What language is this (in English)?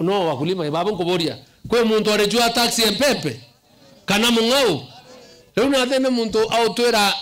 Meru